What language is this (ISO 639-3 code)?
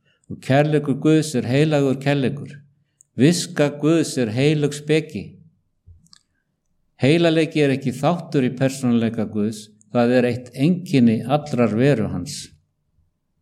isl